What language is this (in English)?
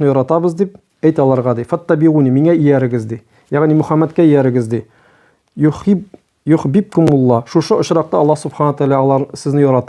Tatar